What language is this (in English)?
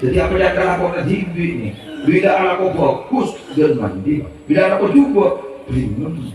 Madurese